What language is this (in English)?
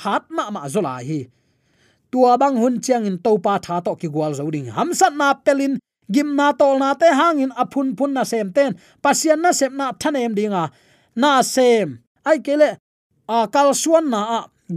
Tedim Chin